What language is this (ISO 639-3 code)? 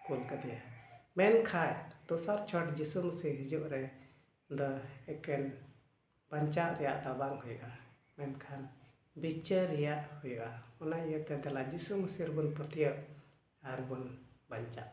sat